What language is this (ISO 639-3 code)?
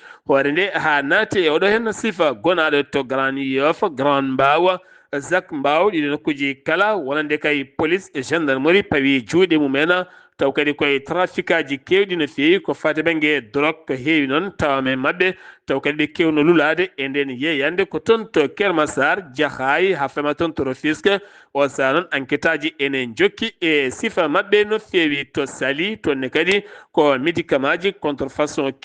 ful